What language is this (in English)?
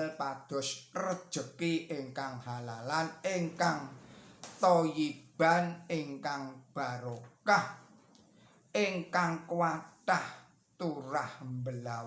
Javanese